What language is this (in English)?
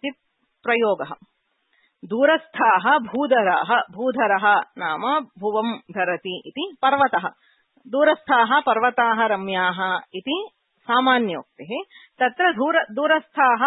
Sanskrit